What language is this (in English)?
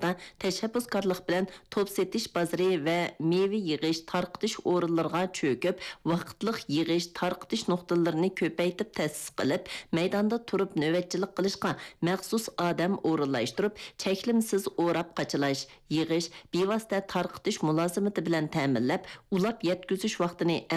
Uyghur